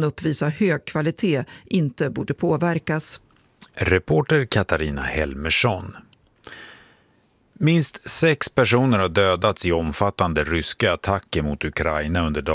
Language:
Swedish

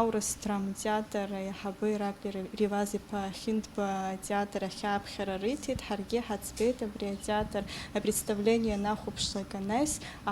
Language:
Abkhazian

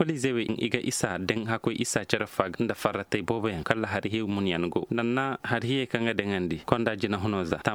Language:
Koyraboro Senni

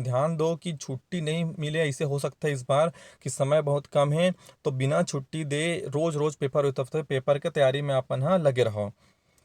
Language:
Chhattisgarhi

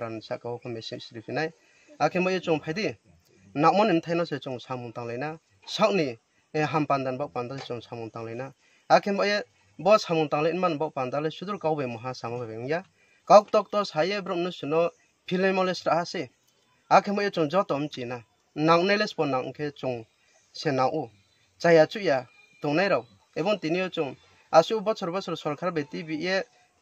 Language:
Kok Borok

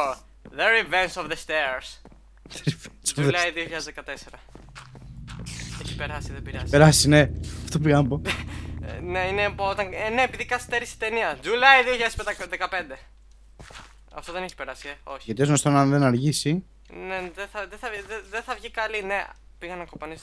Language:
Greek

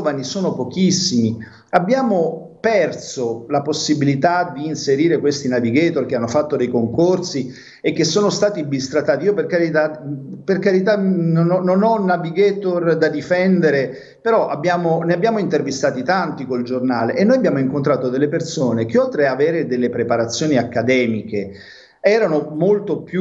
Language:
Italian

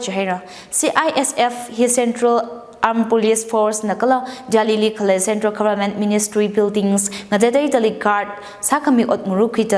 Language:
Tangkhul Naga (India)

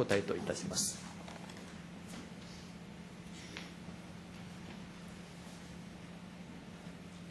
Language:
Japanese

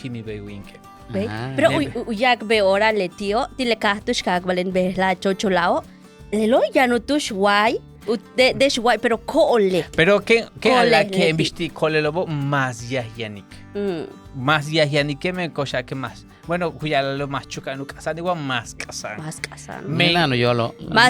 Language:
Yucateco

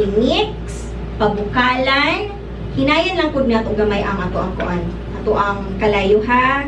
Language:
Cebuano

